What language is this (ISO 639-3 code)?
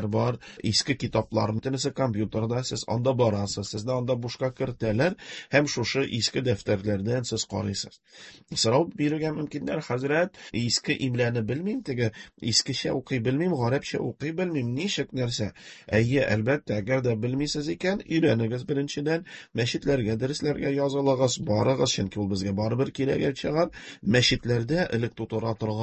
tat